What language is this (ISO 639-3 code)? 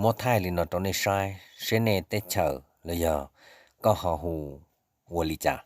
hmn